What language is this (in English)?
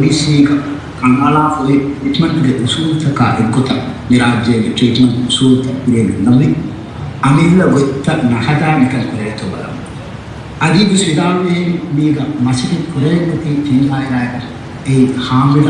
Divehi